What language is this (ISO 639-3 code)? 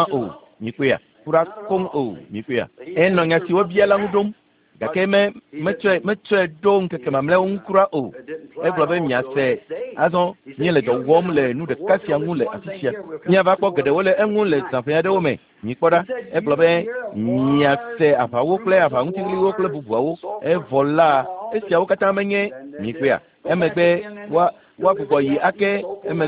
ewe